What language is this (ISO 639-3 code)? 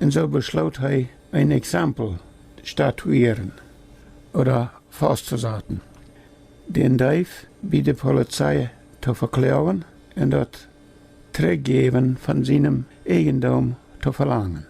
pdt